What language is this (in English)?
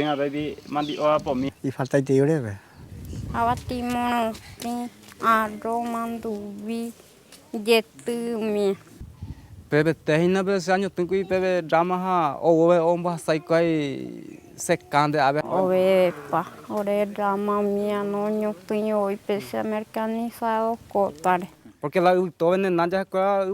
Guarani